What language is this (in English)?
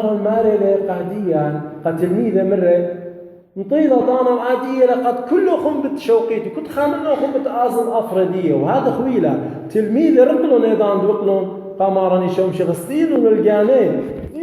Assyrian Neo-Aramaic